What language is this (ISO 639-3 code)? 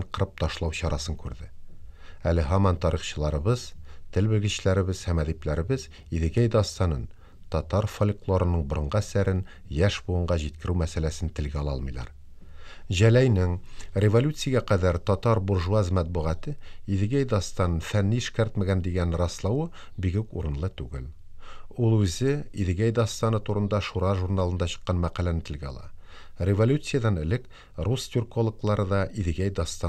tat